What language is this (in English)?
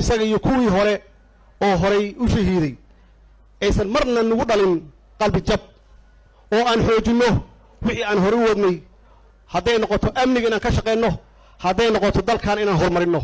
Somali